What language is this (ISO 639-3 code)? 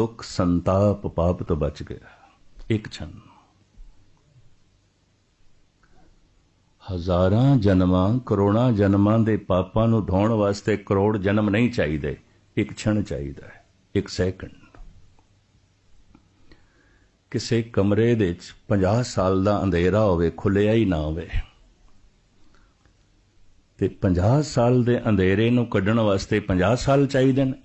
pan